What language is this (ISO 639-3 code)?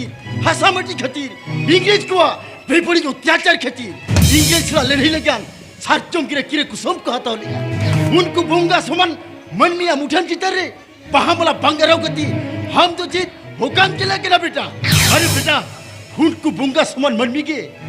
sat